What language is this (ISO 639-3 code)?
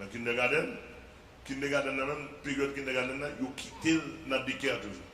hat